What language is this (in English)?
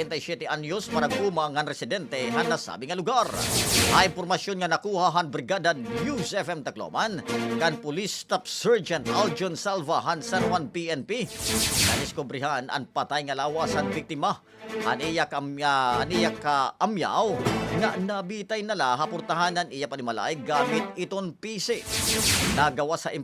Waray